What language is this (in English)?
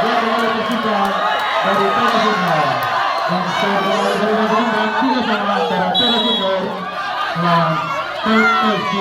Ambonese Malay